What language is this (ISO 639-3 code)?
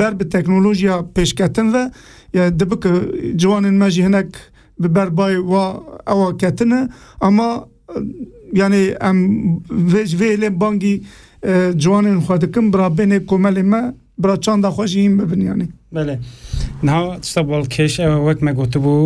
kur